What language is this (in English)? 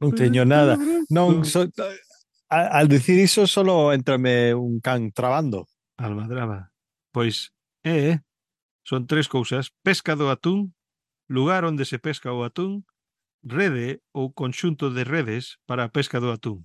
Galician